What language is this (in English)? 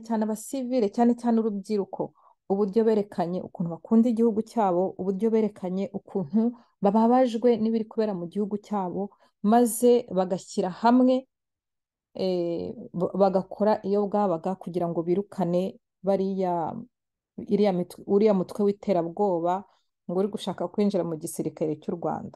Kinyarwanda